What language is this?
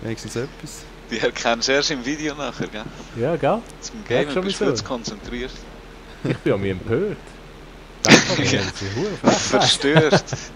Swiss German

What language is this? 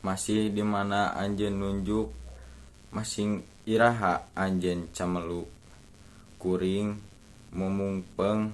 Sundanese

